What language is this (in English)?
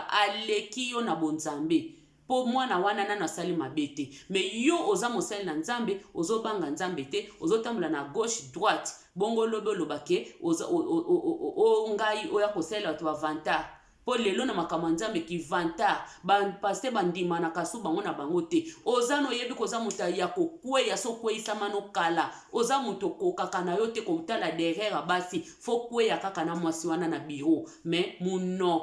Lingala